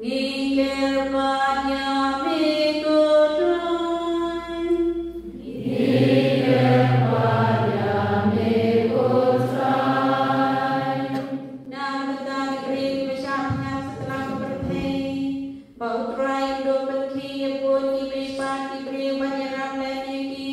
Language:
Khasi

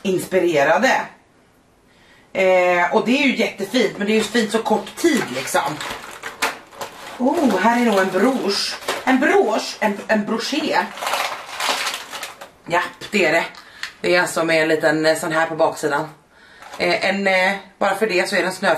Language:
Swedish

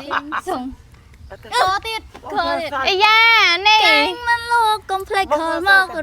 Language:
Khmer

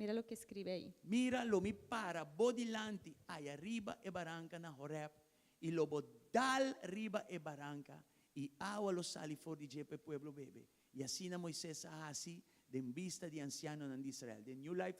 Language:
Papiamento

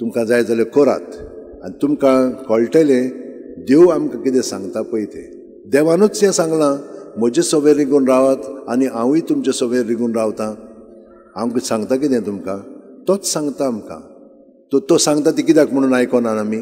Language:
Konkani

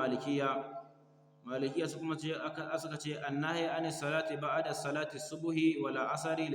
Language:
Hausa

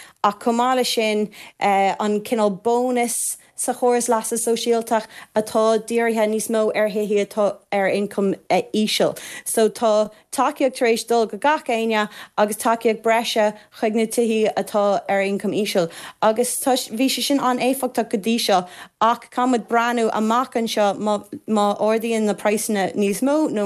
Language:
Irish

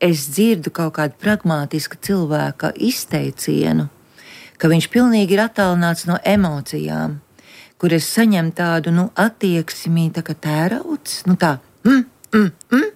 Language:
Latvian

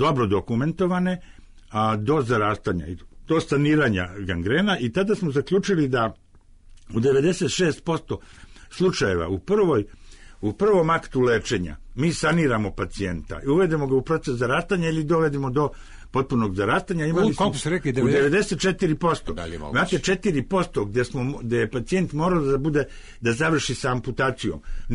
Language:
Serbian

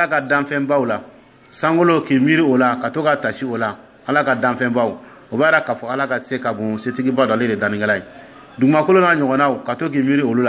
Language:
Dyula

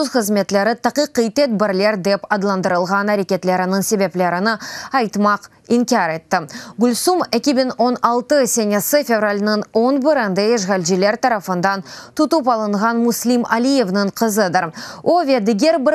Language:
Crimean Tatar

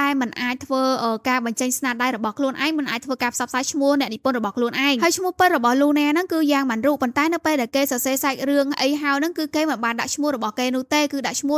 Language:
Khmer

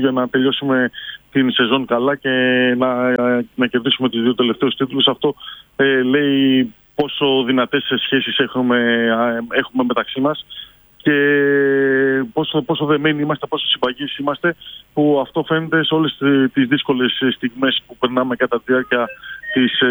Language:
Greek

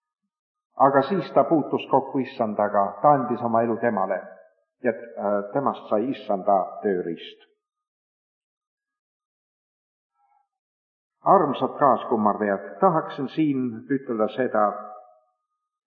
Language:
Estonian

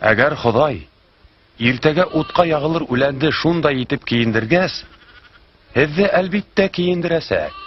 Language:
Bashkir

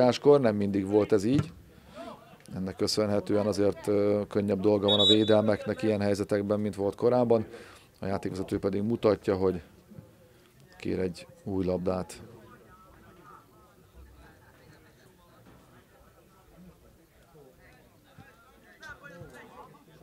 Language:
Hungarian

